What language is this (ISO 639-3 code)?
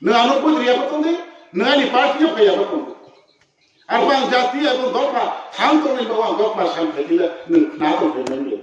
ria